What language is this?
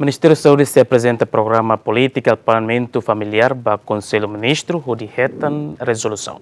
Tetum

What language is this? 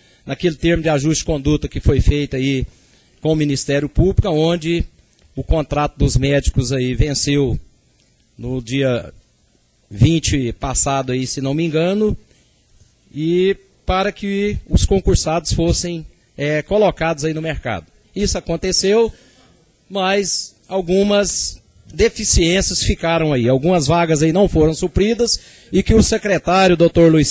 Portuguese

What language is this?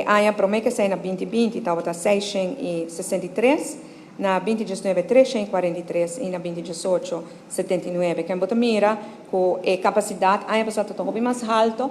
Papiamento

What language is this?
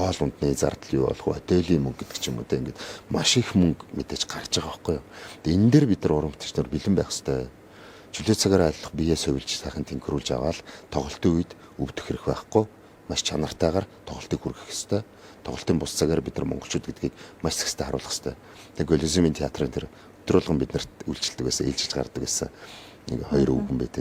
Mongolian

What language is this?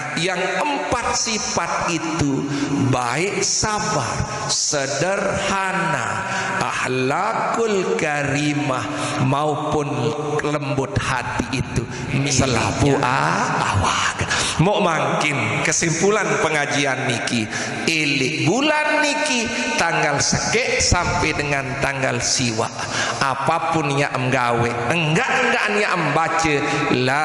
Sasak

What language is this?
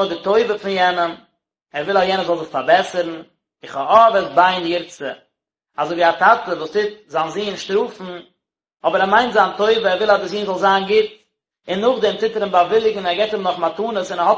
Yiddish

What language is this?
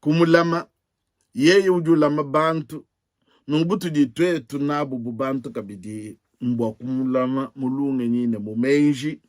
Luba-Lulua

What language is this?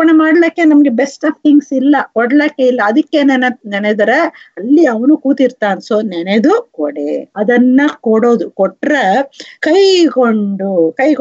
Kannada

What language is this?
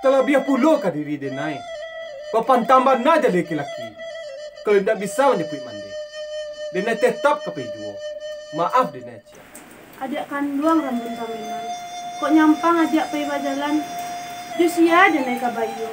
Minangkabau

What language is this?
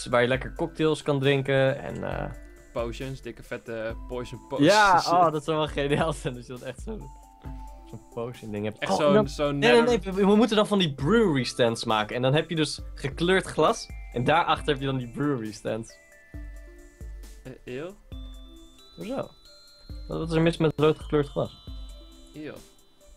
Dutch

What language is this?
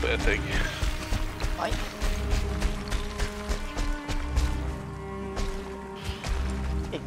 Norwegian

